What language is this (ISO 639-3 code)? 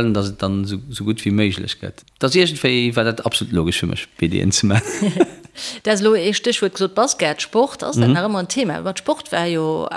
ltz